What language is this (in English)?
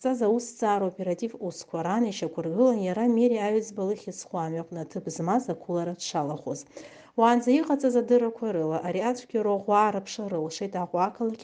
Abkhazian